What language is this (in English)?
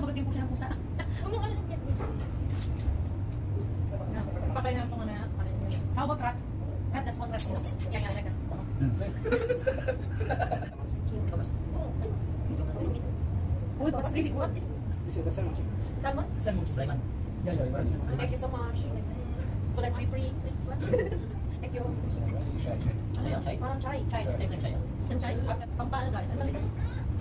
Filipino